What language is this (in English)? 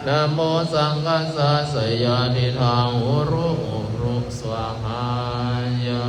Pali